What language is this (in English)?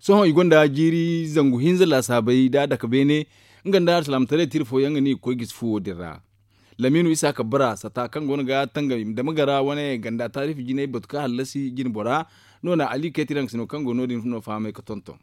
Zarma